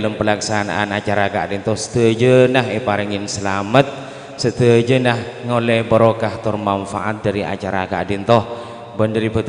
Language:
Madurese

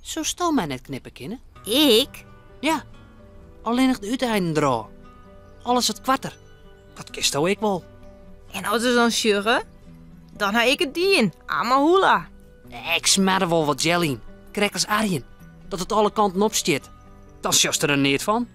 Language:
Western Frisian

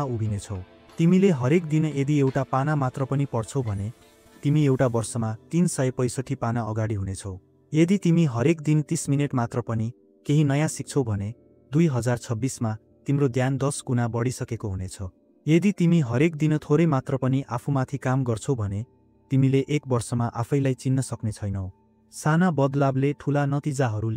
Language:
Nepali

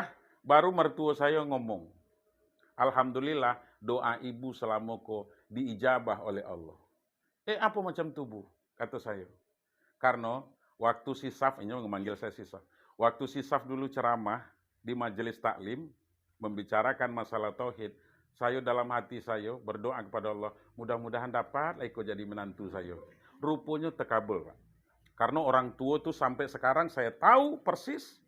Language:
Minangkabau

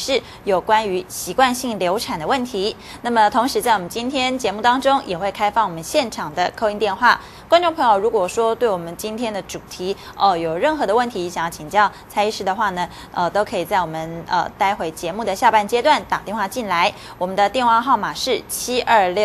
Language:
Chinese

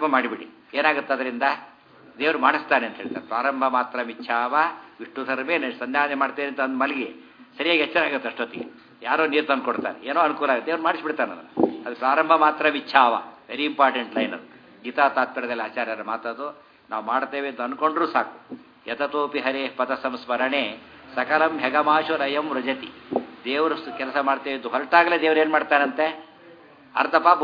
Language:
Kannada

